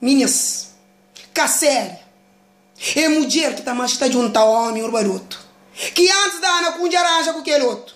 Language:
Kabuverdianu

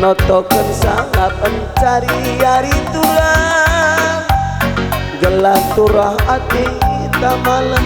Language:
Batak Karo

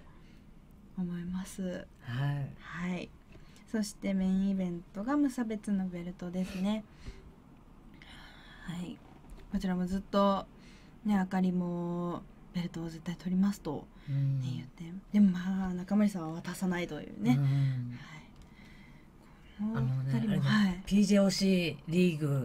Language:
Japanese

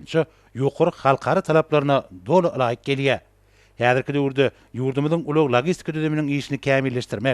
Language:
Turkmen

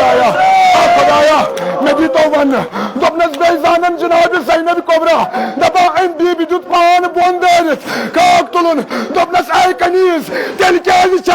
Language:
Kashmiri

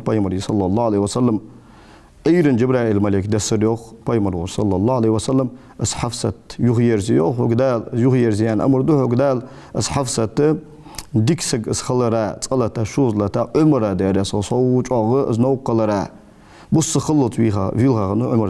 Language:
Ingush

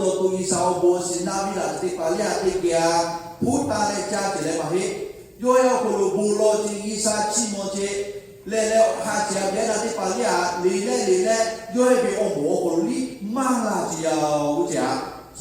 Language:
Lahu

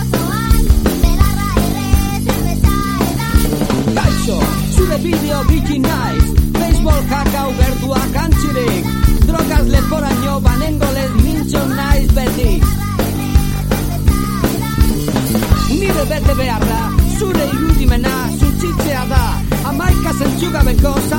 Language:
Basque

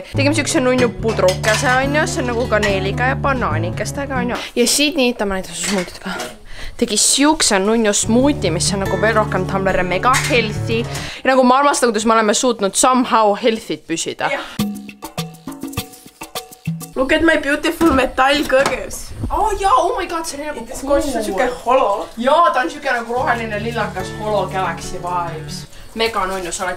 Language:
Estonian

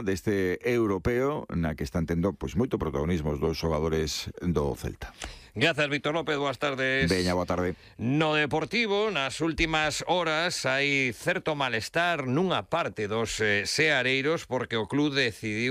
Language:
Galician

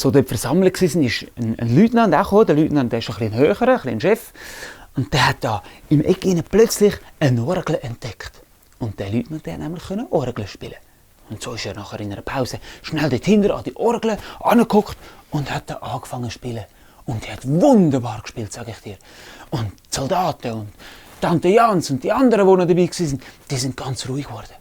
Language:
Swiss German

